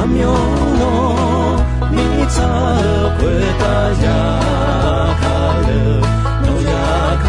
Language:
Akha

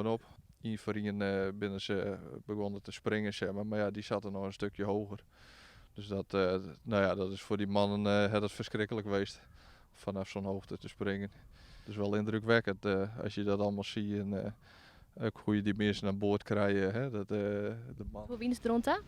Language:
Western Frisian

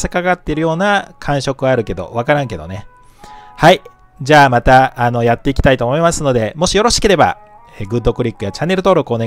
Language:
Japanese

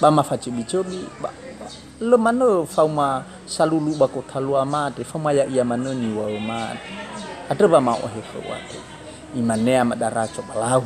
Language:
Nias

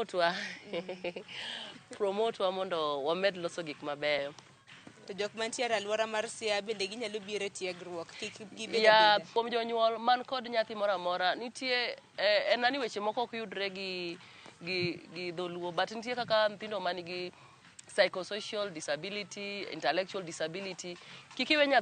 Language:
Luo (Kenya and Tanzania)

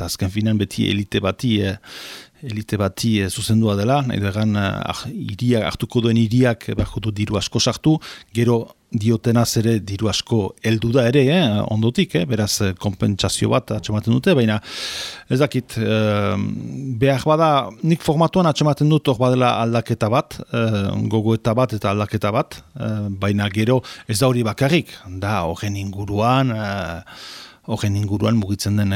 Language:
Basque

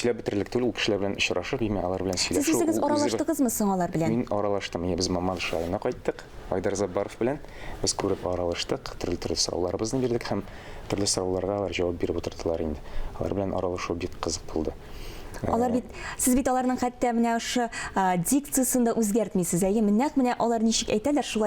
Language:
Tatar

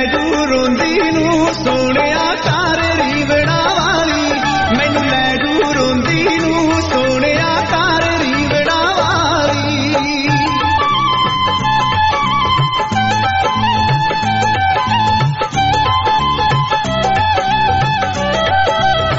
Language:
Punjabi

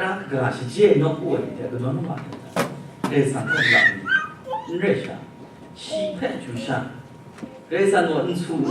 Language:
Kachin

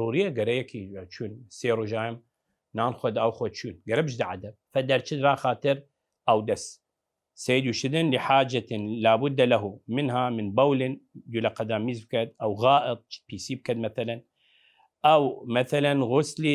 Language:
Southern Kurdish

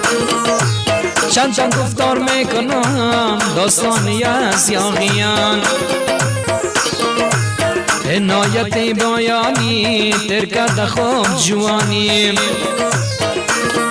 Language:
Persian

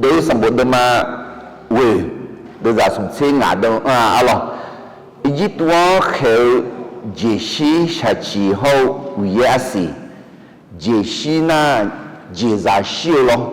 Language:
Akha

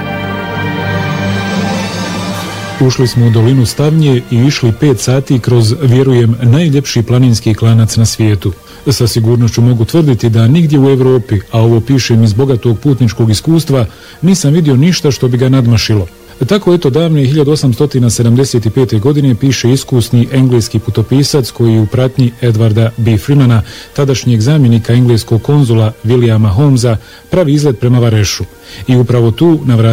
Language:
Bosnian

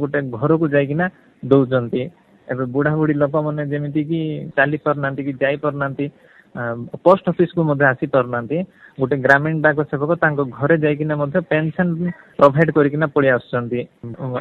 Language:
Odia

